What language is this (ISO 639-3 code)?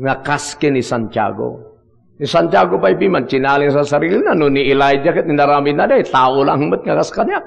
ilo